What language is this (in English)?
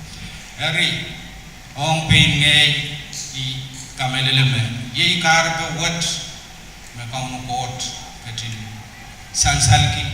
Pohnpeian